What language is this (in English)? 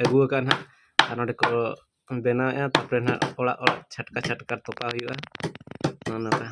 Santali